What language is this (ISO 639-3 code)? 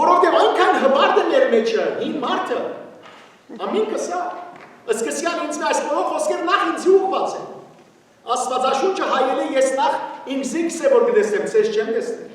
hyw